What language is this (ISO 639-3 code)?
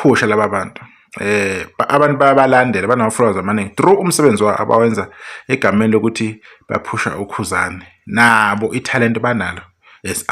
zul